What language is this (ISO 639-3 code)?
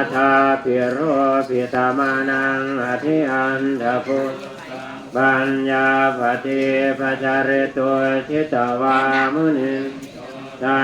pli